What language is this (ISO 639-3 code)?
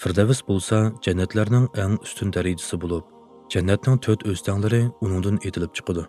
uig